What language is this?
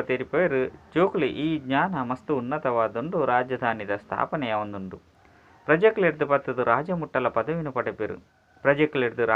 Tulu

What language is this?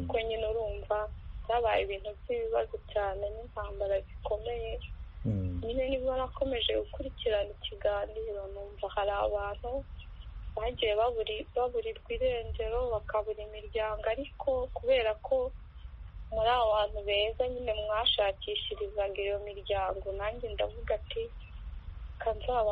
Kinyarwanda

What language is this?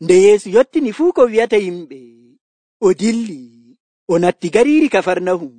Nigerian Fulfulde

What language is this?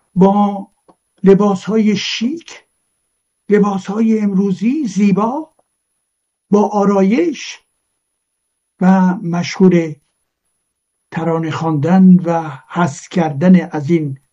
Persian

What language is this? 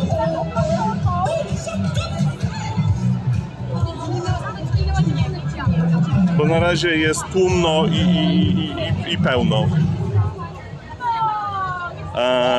Polish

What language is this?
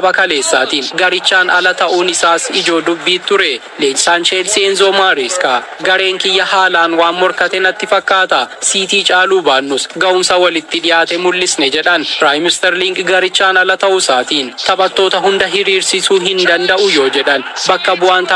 Oromo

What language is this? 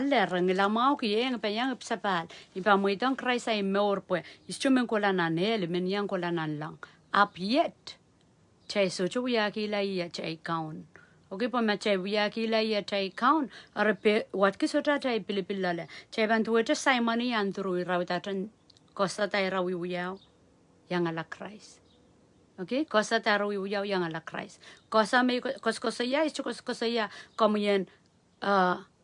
Pohnpeian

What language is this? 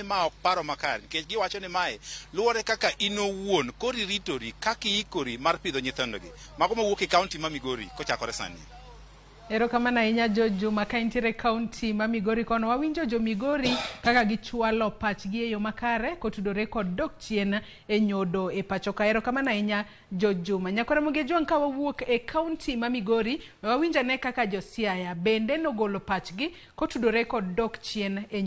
Luo (Kenya and Tanzania)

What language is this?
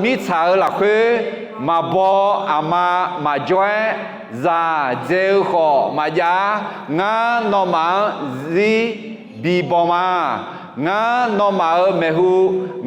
Akha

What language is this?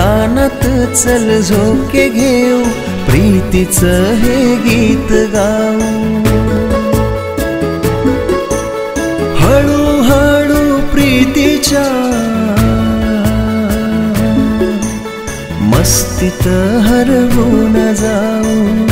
Marathi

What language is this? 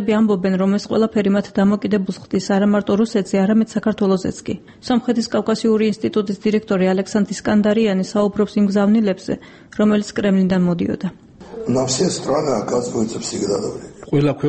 Georgian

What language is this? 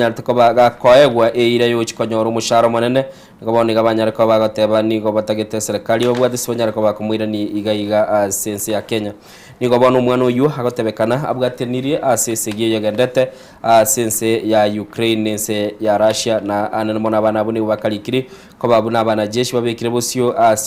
Gusii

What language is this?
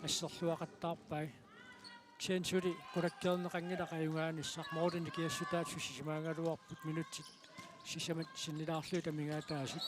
Kalaallisut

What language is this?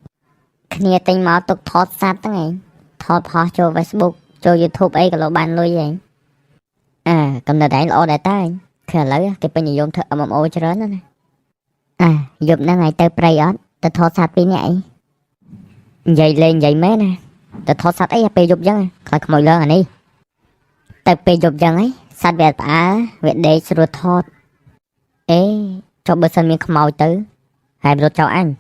Khmer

